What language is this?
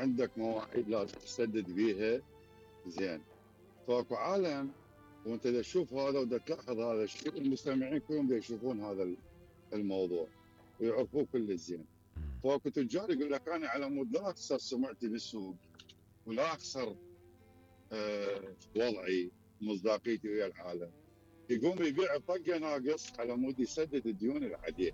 Mesopotamian Arabic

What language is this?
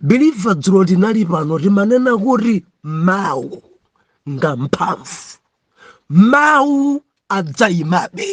Nyanja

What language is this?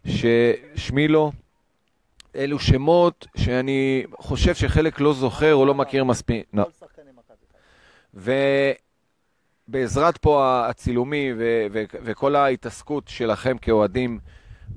Hebrew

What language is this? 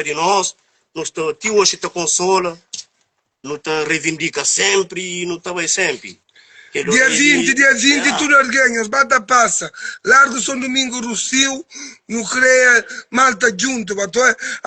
Kabuverdianu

